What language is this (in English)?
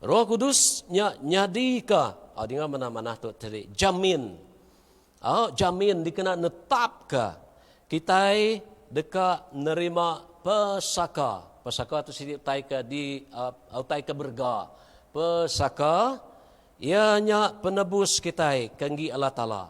Iban